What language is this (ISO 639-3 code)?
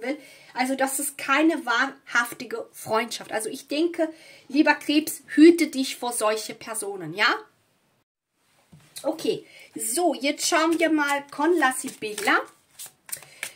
deu